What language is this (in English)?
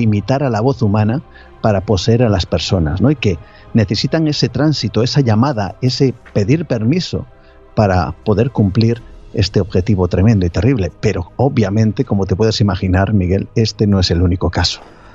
Spanish